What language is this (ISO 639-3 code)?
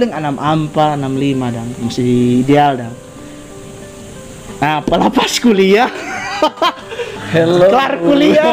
ind